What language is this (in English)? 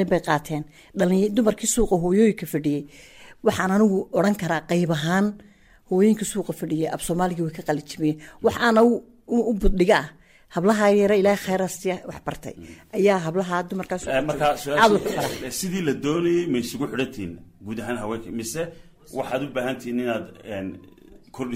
Somali